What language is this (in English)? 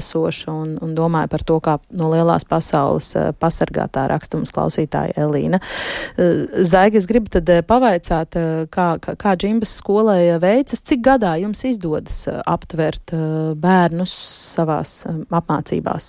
Latvian